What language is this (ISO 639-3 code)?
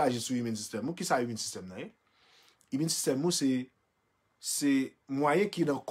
hat